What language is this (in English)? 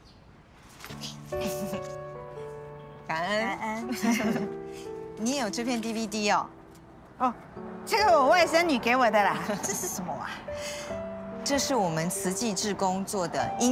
Chinese